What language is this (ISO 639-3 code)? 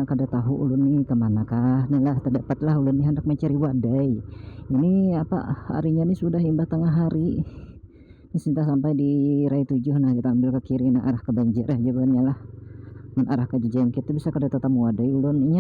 bjn